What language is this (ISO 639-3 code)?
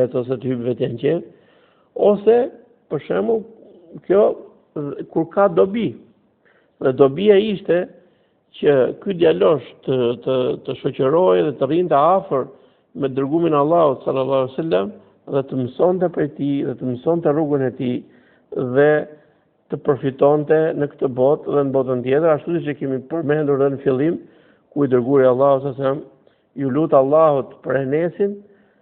sqi